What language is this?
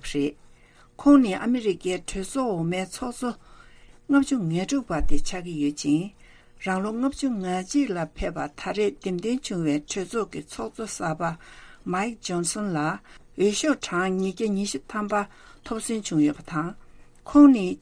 Tibetan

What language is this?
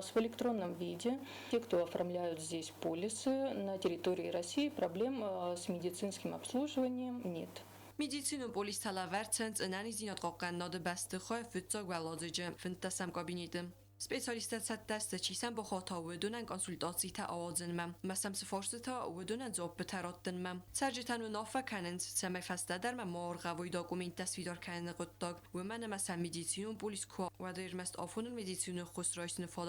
Ossetic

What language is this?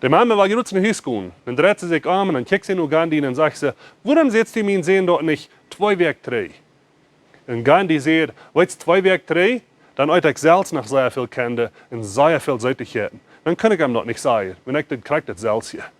Plautdietsch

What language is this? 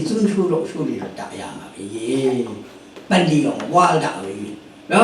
Rawang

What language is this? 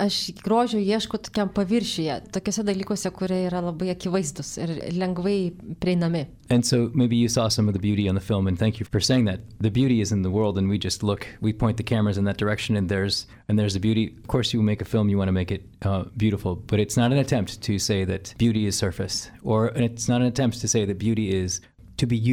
Lithuanian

